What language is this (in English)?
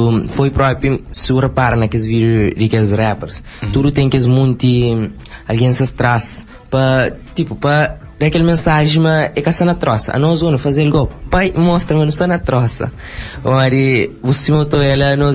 Kabuverdianu